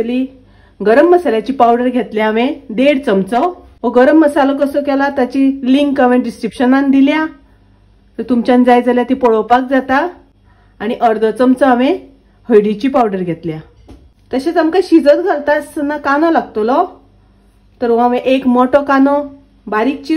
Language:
Konkani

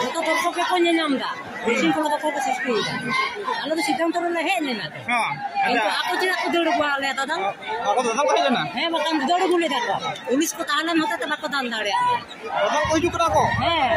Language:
Santali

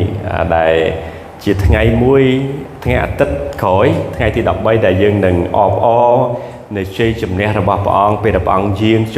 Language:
Khmer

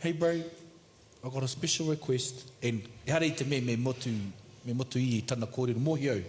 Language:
Māori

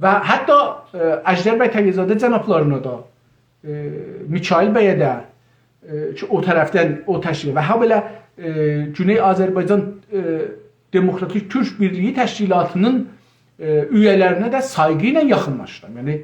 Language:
South Azerbaijani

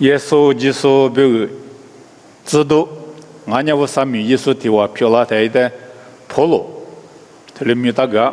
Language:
Lisu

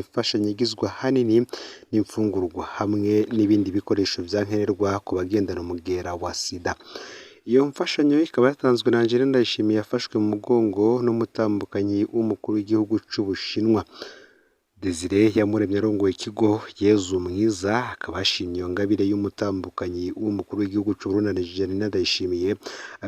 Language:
Rundi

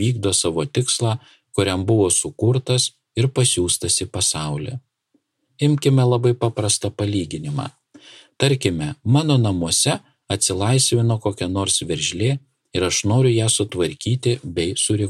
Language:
Lithuanian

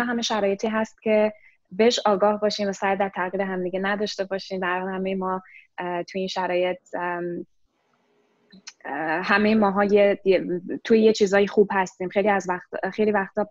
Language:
Persian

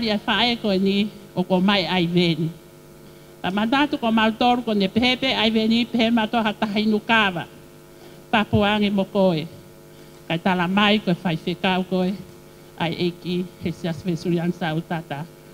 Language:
Tongan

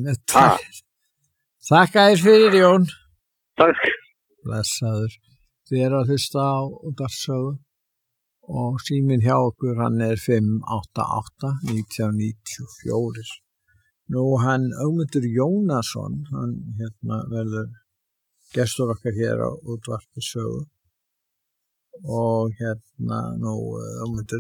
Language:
Icelandic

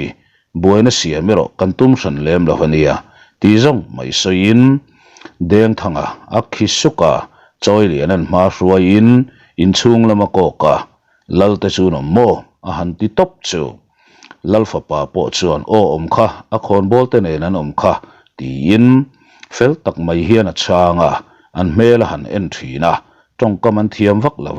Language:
Mizo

